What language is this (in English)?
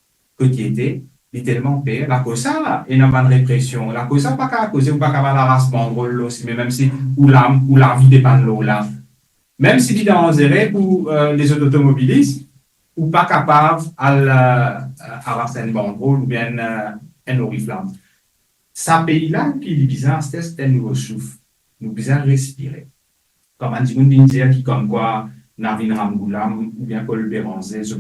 Morisyen